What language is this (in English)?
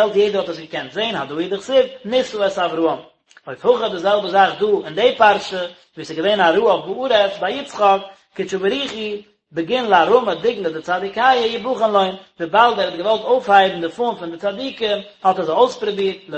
Yiddish